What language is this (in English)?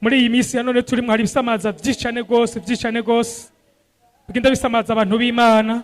Rundi